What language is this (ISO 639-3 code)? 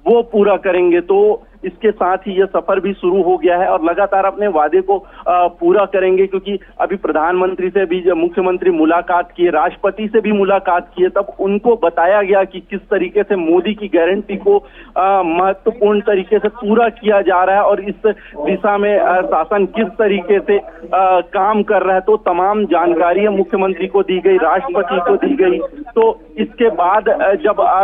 hin